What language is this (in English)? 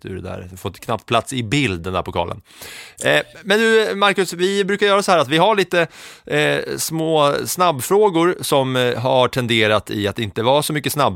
Swedish